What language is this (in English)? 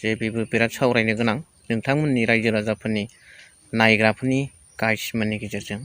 Bodo